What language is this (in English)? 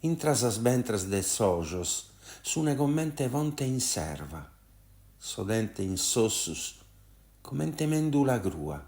Sardinian